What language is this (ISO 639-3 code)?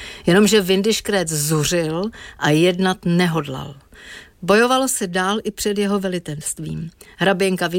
ces